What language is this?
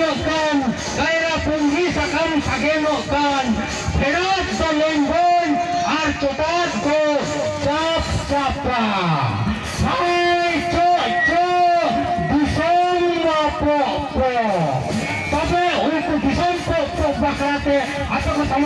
Santali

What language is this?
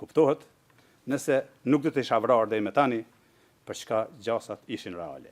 Albanian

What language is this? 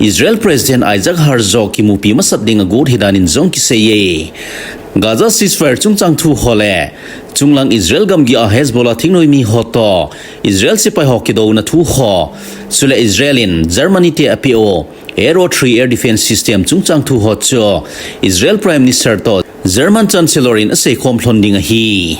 Thado Chin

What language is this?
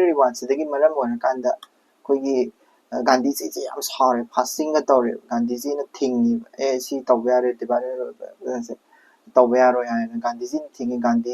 Manipuri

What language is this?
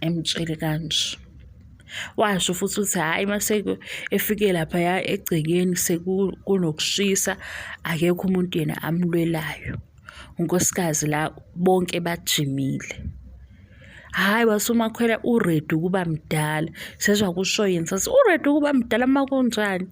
Zulu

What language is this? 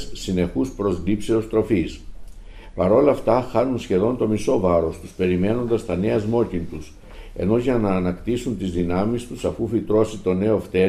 Greek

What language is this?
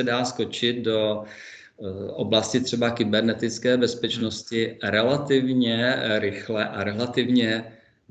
Czech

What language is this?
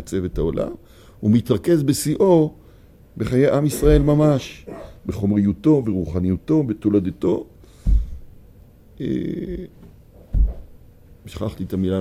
Hebrew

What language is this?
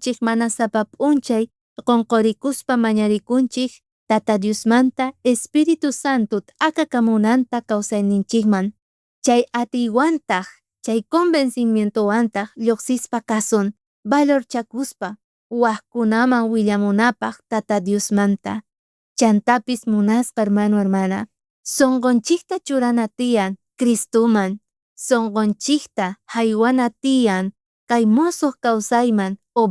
South Bolivian Quechua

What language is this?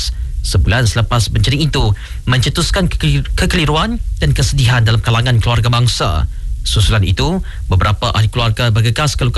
Malay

